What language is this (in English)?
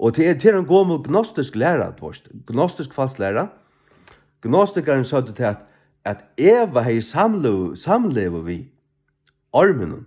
Faroese